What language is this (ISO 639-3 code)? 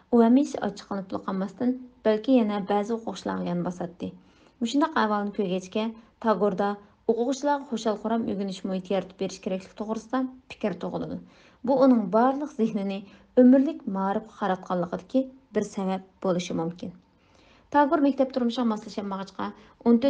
uig